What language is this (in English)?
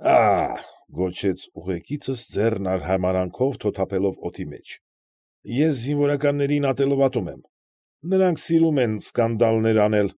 Armenian